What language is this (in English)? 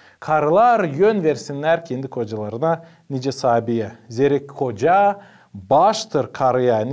Gagauz